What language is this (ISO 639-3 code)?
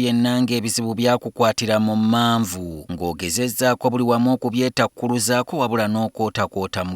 lug